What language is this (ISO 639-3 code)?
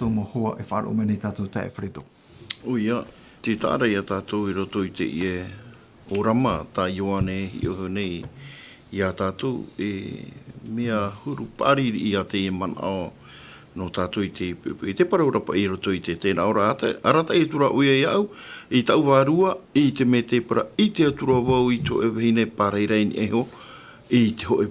tah